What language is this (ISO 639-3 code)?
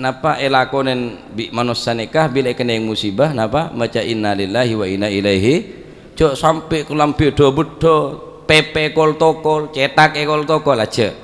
mad